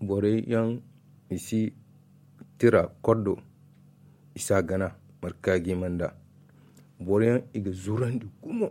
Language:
Zarma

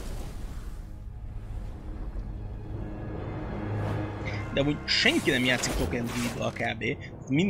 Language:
Hungarian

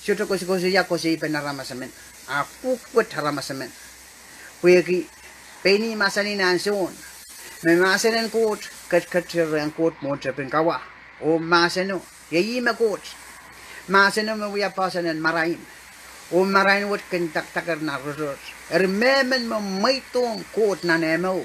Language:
Pohnpeian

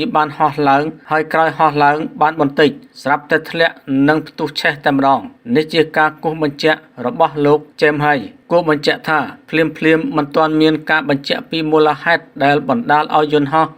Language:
Khmer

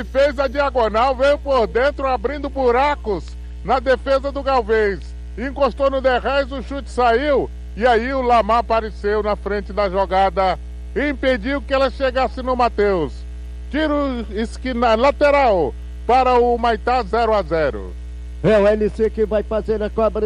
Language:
Portuguese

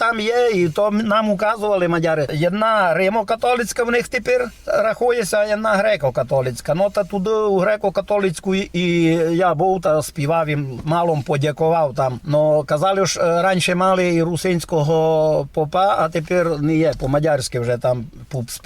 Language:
Rusyn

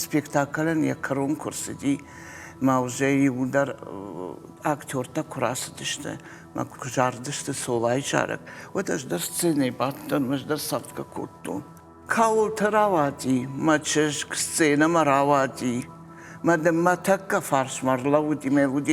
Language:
Ossetic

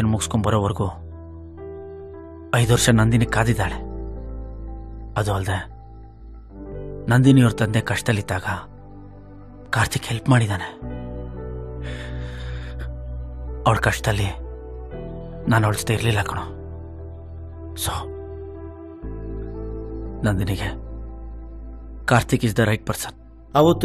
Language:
Kannada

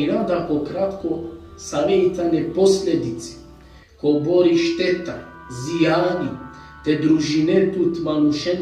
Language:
Balkan Romani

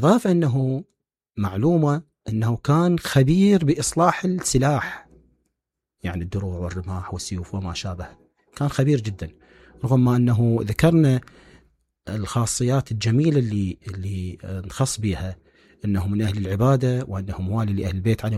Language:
Mesopotamian Arabic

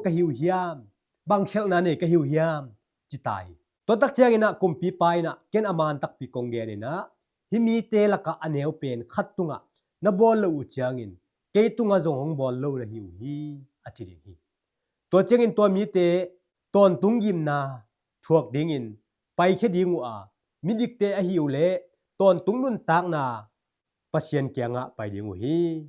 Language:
Tedim Chin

